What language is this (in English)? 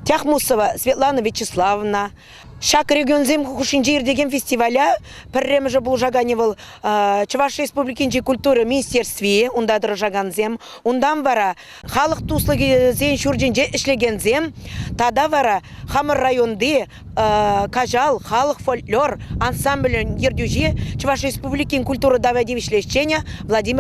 Chuvash